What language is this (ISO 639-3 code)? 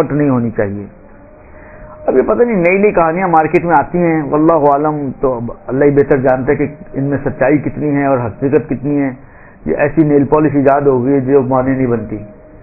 urd